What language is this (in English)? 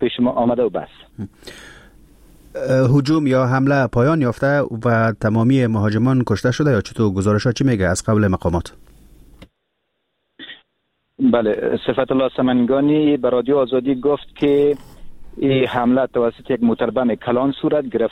Persian